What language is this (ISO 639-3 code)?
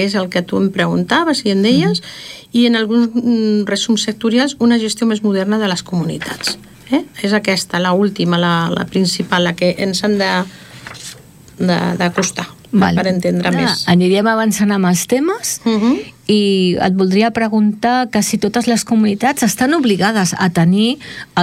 cat